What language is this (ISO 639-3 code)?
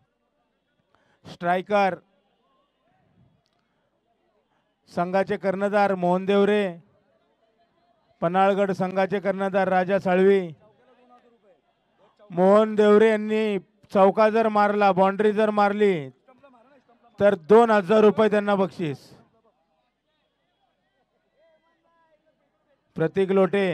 mar